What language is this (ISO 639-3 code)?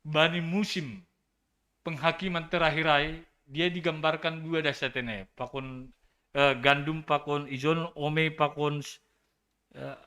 bts